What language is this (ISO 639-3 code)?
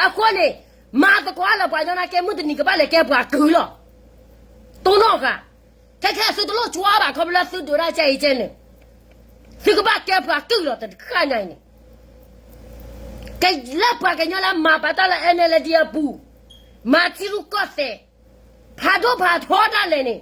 ksw